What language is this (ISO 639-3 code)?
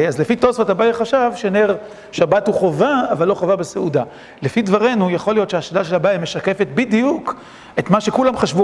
heb